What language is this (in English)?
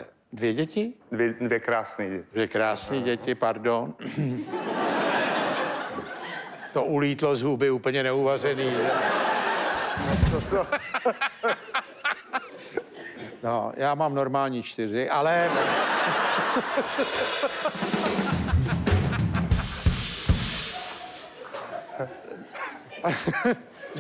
Czech